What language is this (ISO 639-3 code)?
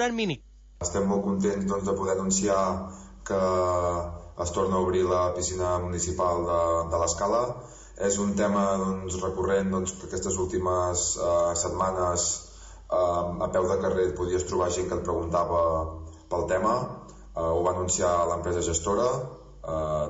cat